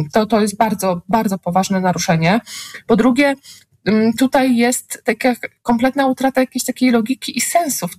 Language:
Polish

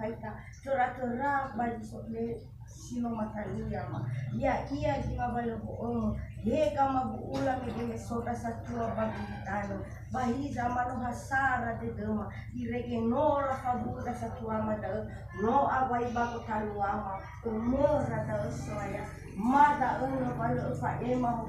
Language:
Nias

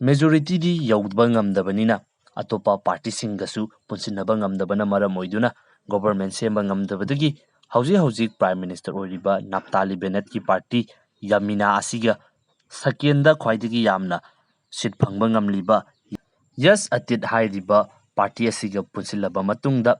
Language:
Manipuri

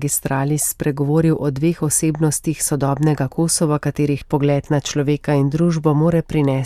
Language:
Slovenian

